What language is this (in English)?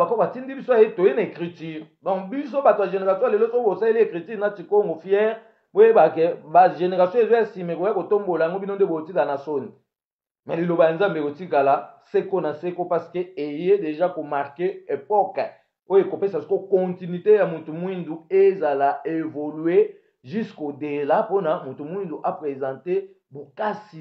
Lingala